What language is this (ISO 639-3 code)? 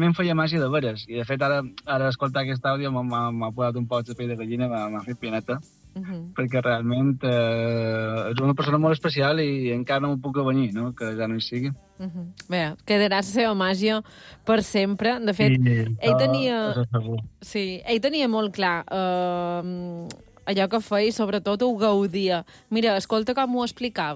cat